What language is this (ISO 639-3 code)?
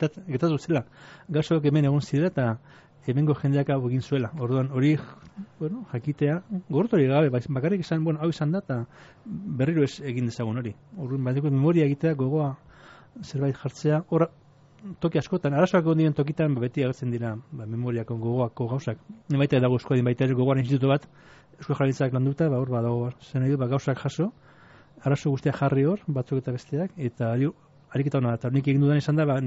eus